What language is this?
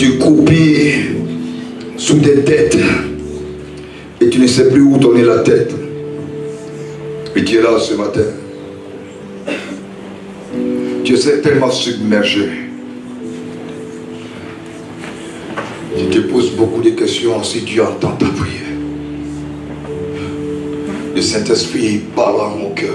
French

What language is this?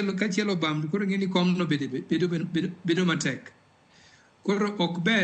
Luo (Kenya and Tanzania)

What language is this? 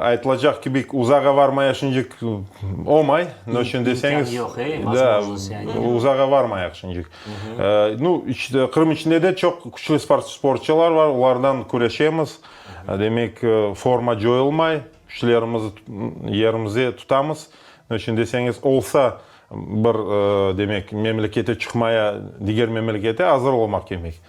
Crimean Tatar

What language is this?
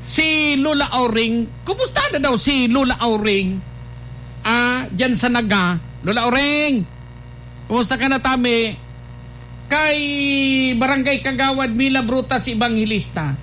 Bikol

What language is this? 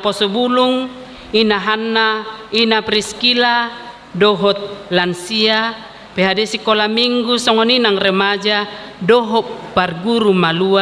Batak Toba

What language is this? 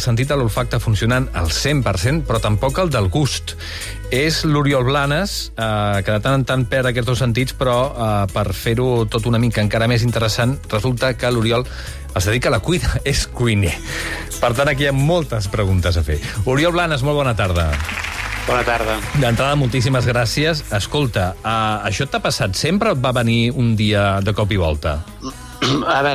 Catalan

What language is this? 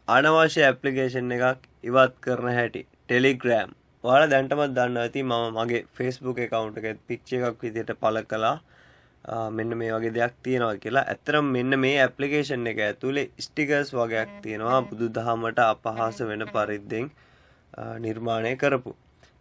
Sinhala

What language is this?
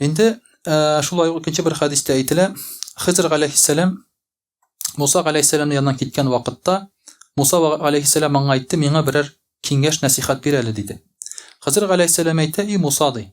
Tatar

